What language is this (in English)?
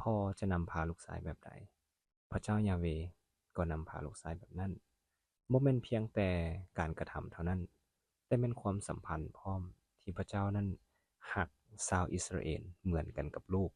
Lao